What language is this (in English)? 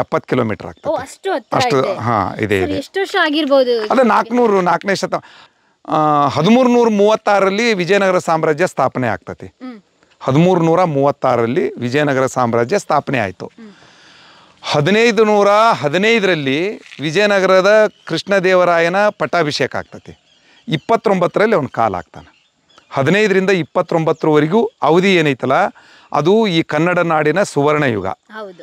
Kannada